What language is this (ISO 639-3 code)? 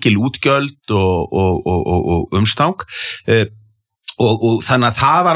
isl